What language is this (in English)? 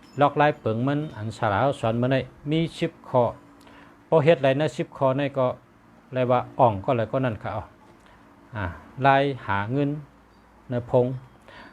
Shan